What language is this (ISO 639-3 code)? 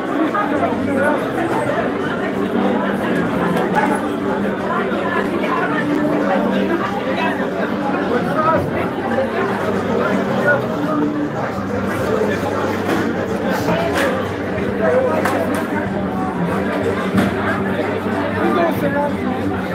kbd